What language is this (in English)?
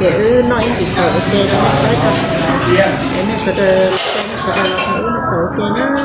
Hmong